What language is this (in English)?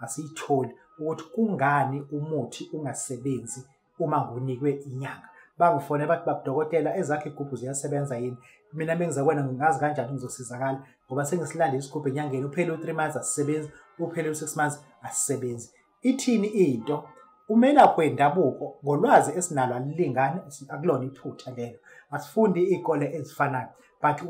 Zulu